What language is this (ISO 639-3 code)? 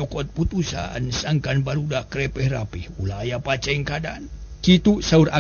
sun